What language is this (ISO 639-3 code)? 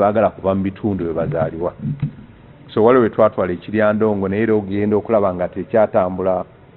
lug